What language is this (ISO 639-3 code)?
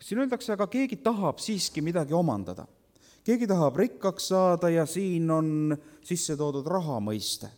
est